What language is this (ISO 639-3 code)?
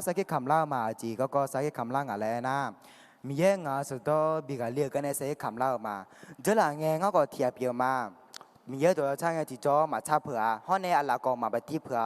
ahk